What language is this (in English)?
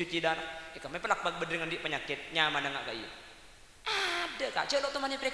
Madurese